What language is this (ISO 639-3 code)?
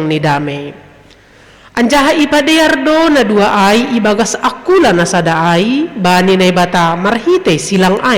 bts